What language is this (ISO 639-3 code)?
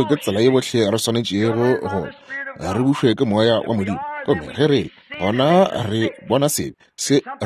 nso